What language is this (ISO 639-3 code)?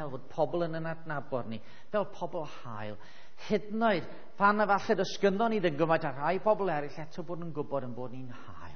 cym